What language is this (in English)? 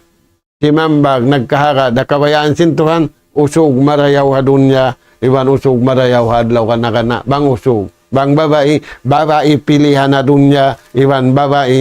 Tausug